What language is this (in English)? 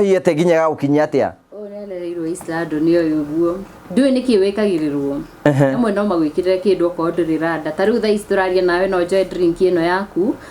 Kikuyu